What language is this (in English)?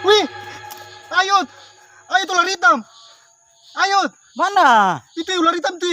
Ambonese Malay